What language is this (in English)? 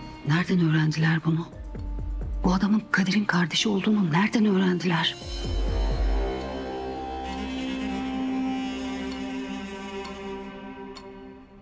Turkish